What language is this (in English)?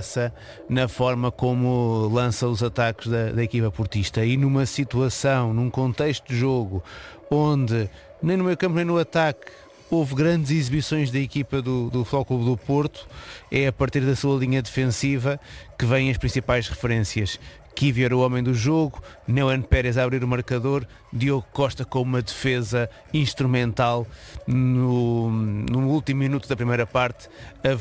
Portuguese